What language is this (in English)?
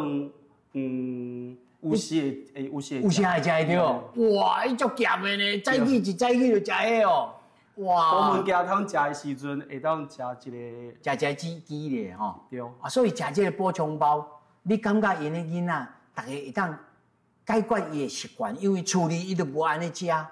Min Nan Chinese